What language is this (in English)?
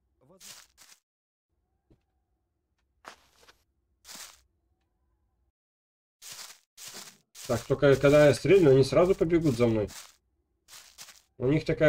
Russian